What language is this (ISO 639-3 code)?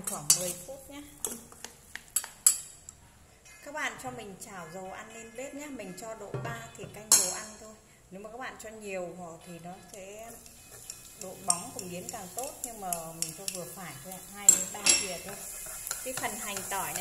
vie